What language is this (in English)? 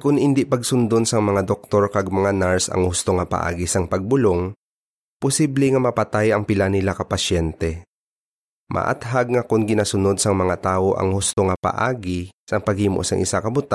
Hiligaynon